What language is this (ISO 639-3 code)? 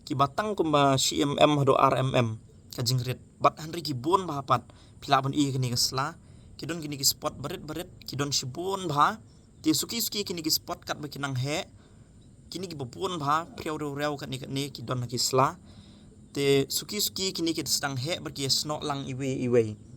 kha